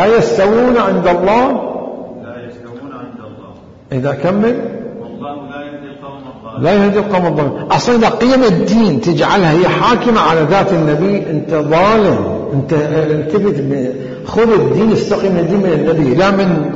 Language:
Mesopotamian Arabic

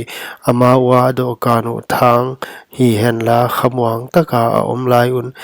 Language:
Paite Chin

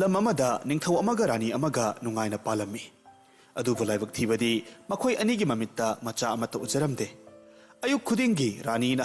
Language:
Manipuri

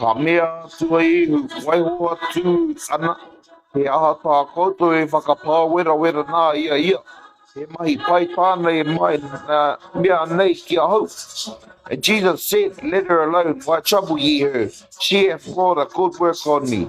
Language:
Māori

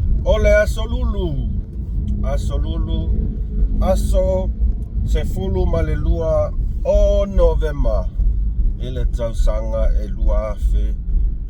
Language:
Samoan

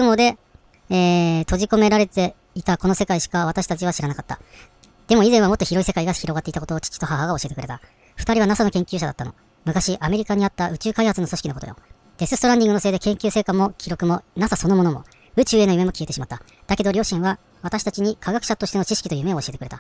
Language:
Japanese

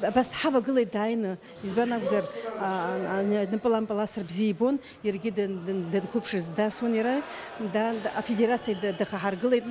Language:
Abkhazian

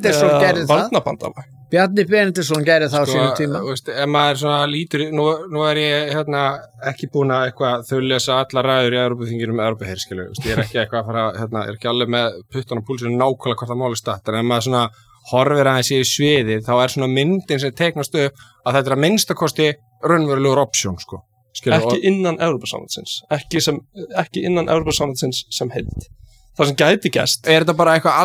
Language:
Icelandic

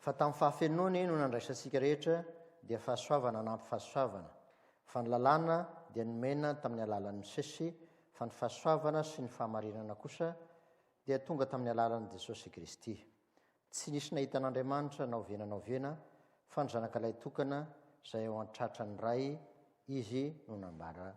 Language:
Malagasy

